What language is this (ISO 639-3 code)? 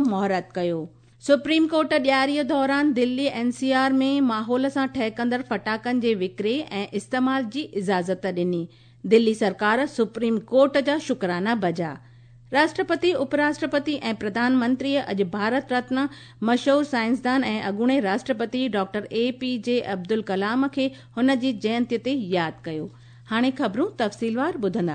snd